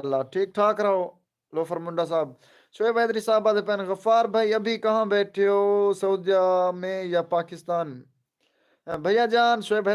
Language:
Saraiki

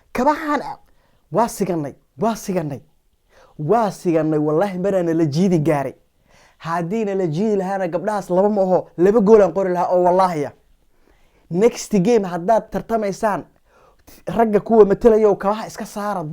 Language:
Somali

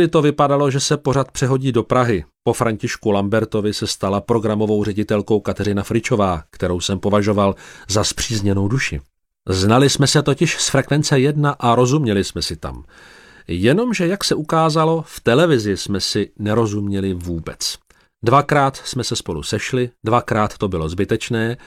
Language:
Czech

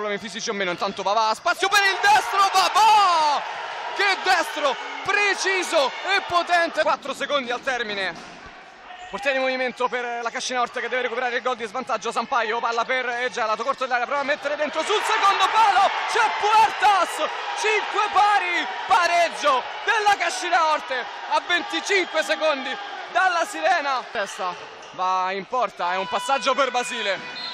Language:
Italian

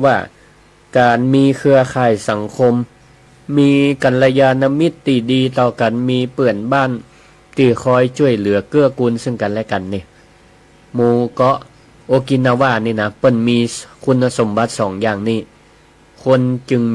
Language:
Northern Thai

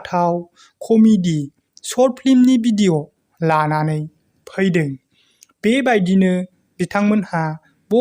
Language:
Bodo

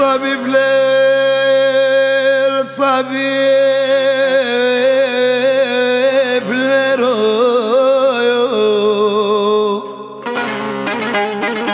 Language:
Turkish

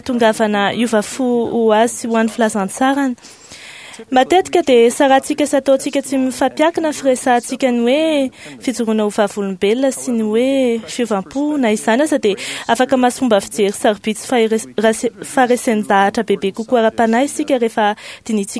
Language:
Malagasy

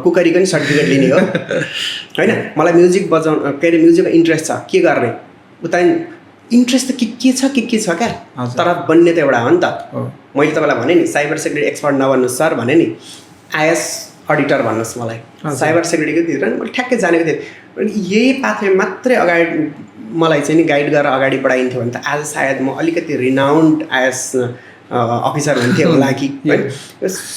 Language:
Nepali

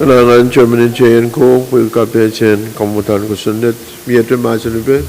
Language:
Pohnpeian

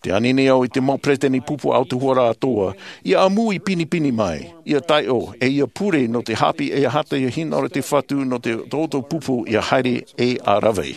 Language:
Tahitian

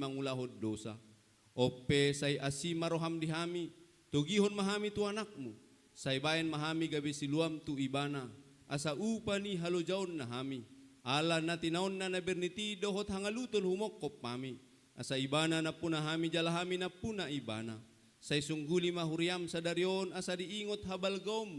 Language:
Batak Toba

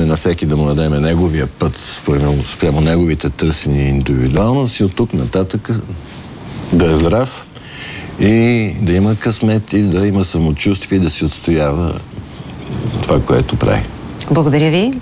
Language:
Bulgarian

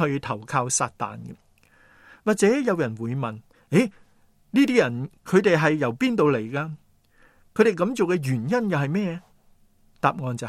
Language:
Cantonese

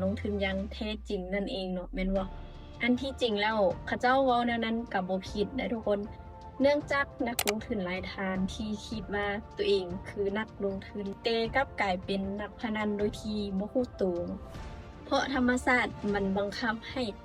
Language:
Lao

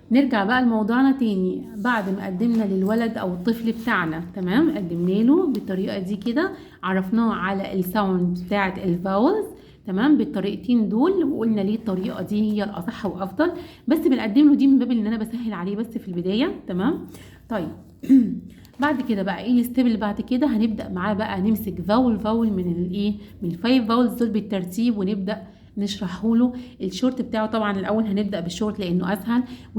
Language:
Egyptian Arabic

